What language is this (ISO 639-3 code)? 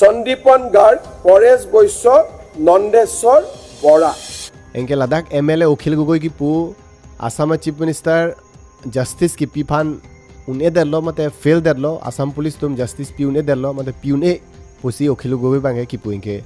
mjw